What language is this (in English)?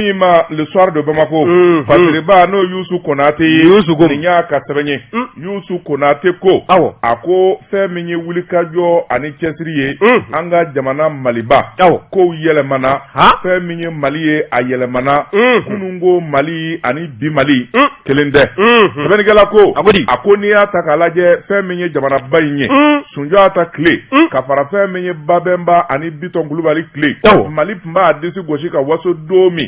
Bambara